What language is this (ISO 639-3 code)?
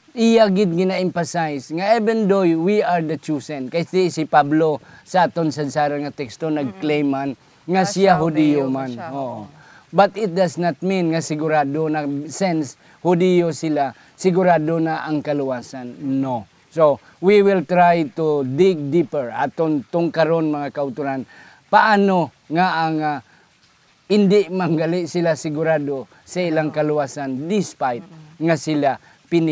hil